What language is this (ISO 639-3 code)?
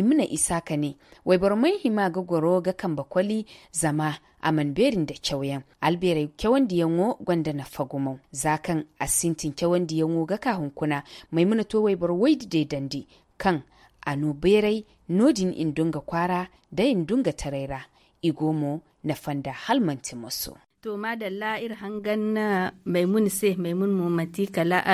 dje